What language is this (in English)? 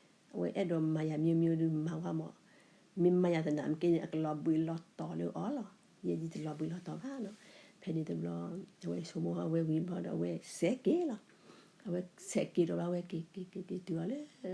S'gaw Karen